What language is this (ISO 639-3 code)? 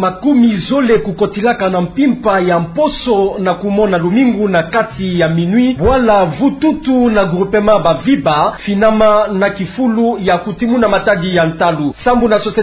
ktu